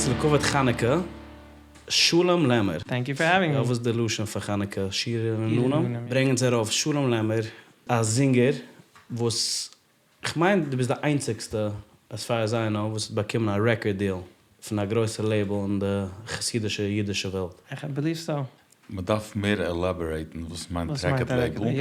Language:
Yiddish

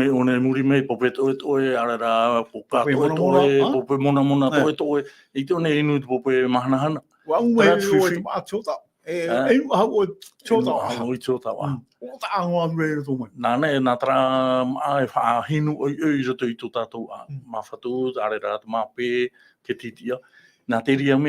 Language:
Tahitian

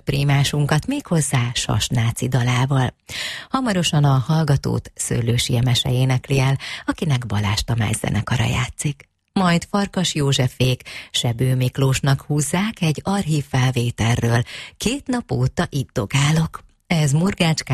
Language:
Hungarian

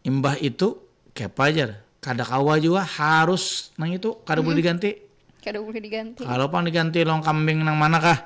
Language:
Banjar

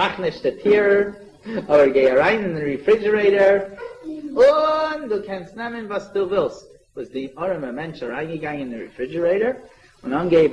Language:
Yiddish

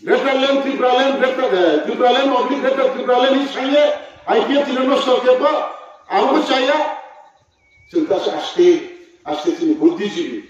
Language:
Riang (India)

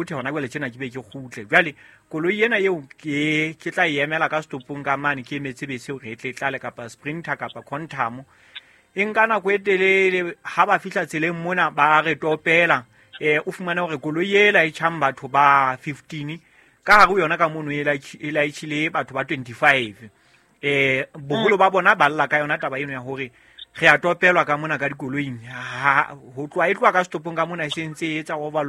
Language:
Southern Sotho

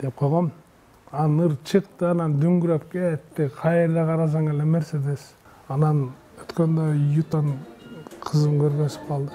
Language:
Kyrgyz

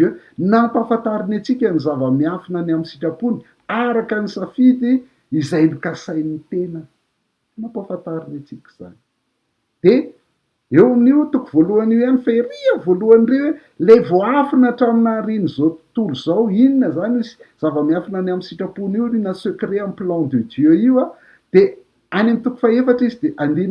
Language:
Malagasy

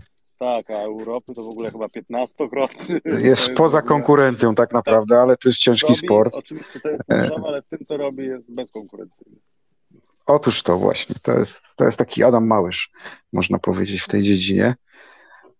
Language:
Polish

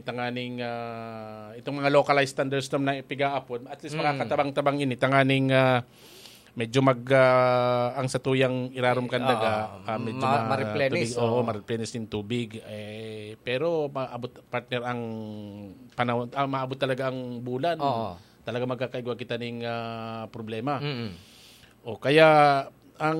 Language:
Bikol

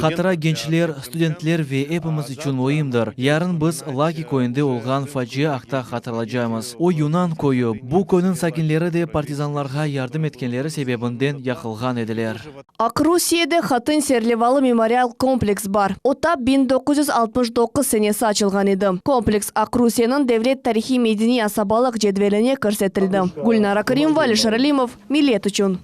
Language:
Crimean Tatar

